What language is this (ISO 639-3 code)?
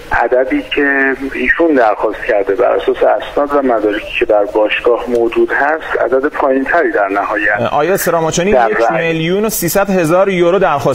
fas